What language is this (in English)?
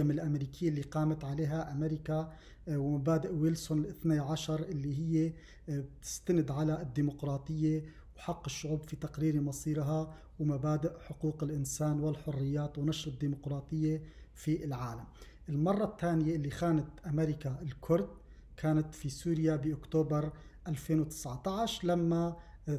North Levantine Arabic